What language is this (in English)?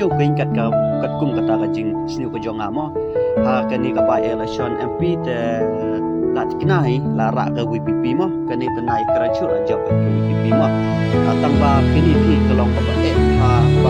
Khasi